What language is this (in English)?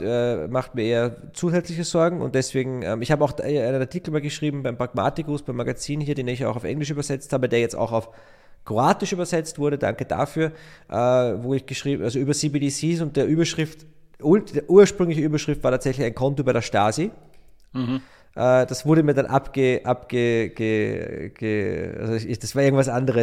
German